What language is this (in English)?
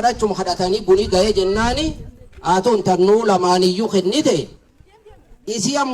Oromo